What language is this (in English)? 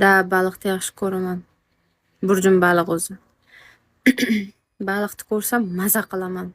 Uzbek